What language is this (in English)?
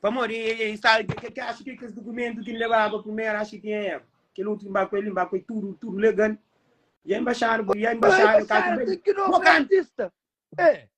Kabuverdianu